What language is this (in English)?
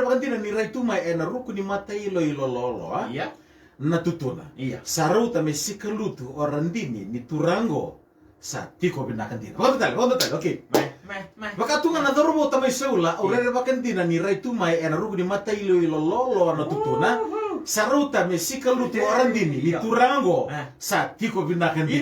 Fijian